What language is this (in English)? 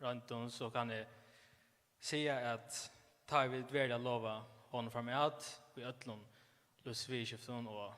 Faroese